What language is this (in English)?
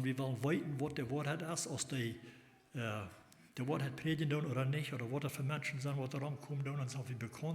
Plautdietsch